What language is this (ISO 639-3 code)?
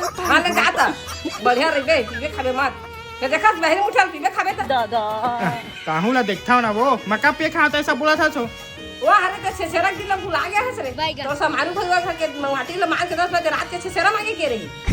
hne